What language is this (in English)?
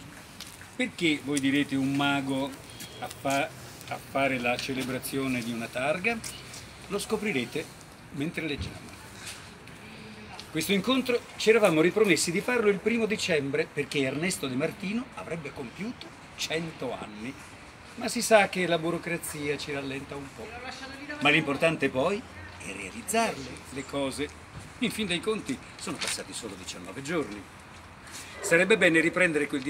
Italian